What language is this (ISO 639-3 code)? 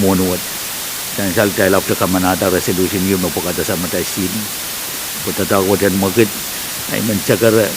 pon